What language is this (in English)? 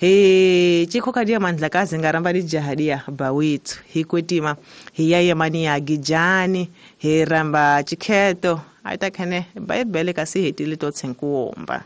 Tsonga